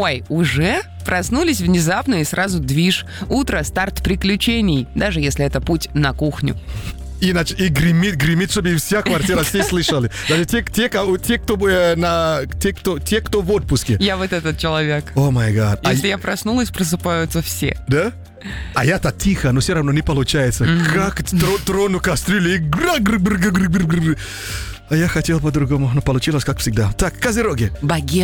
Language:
Russian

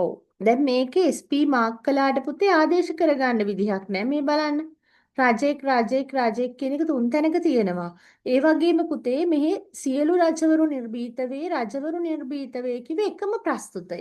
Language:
Sinhala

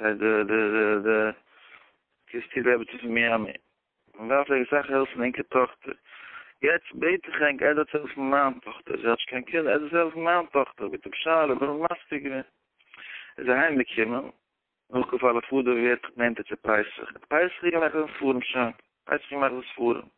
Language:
Yiddish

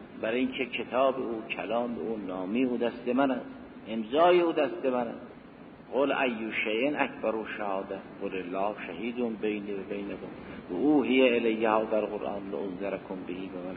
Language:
Persian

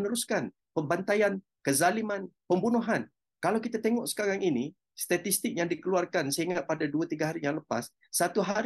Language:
Malay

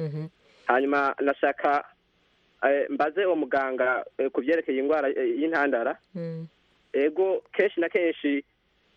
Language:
Kinyarwanda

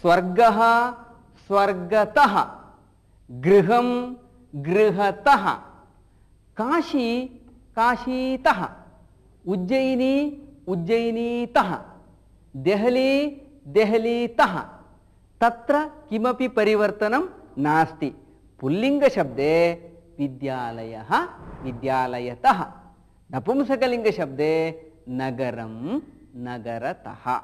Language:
Sanskrit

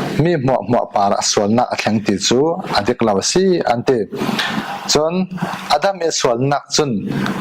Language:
Falam Chin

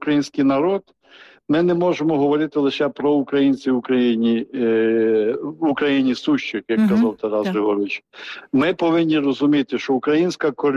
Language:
Ukrainian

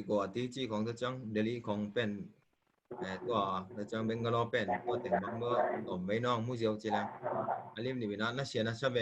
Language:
Tedim Chin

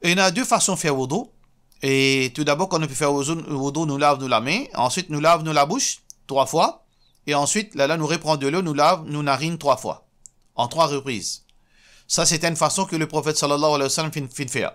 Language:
Morisyen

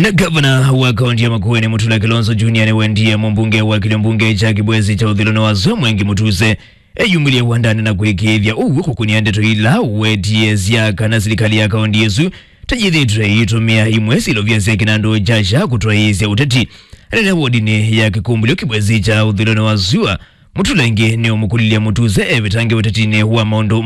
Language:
Kamba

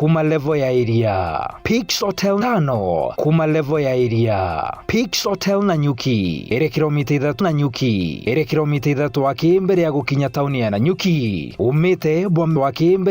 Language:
Meru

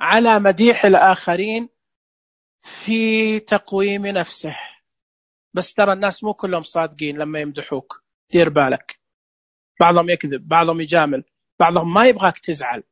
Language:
Najdi Arabic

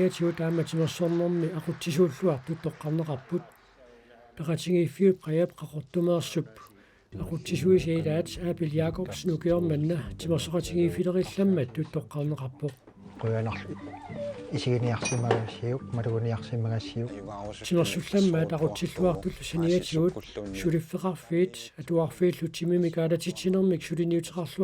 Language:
Kalaallisut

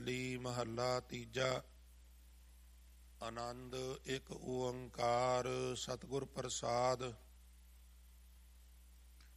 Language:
Punjabi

